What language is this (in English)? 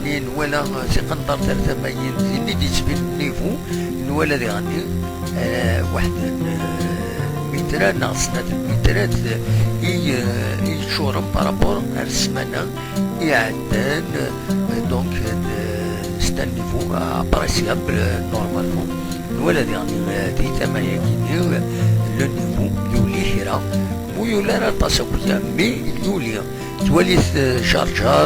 Kabyle